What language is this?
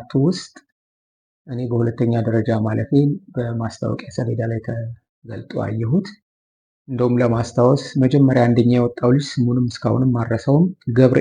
Amharic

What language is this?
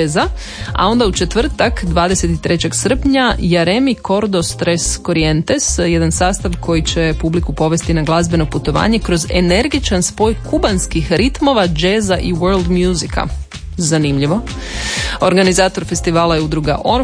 Croatian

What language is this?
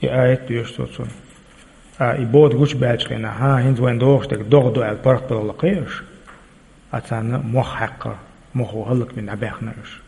Chechen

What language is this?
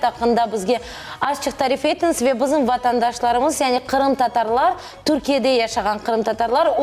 Crimean Tatar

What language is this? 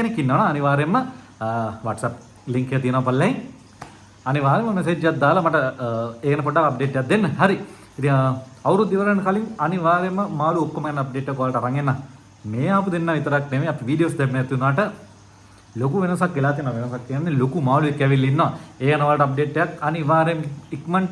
Sinhala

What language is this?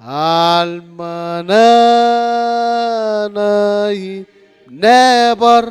Marshallese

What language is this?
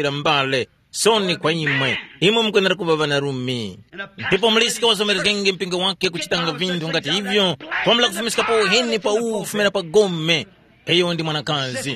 Tumbuka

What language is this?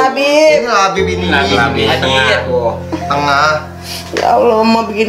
Betawi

